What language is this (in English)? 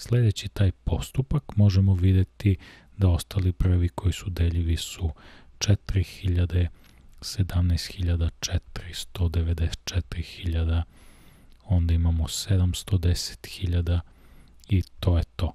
Serbian